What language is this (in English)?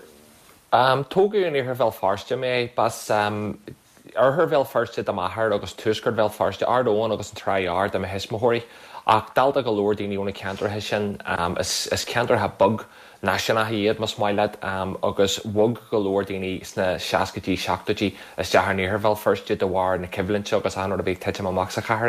Irish